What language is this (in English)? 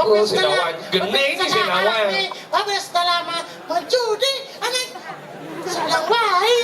Balinese